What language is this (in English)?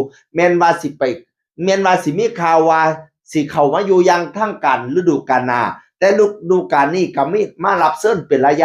Northeastern Thai